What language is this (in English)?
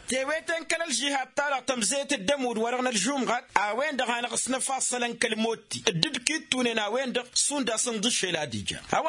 Tamasheq